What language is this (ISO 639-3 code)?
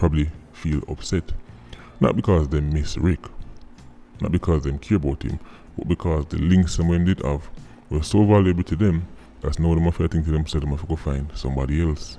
jam